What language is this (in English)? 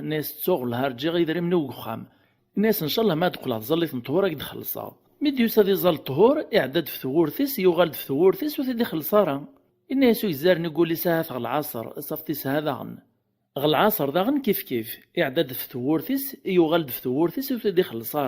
Kabyle